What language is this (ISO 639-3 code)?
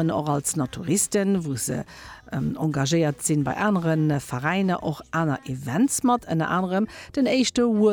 ltz